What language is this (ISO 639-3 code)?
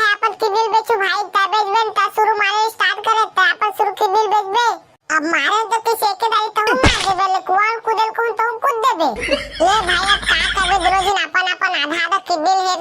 hne